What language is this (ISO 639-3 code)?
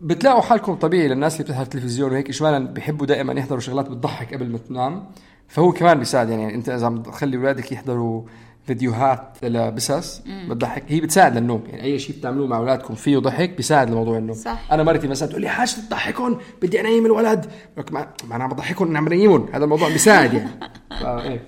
apc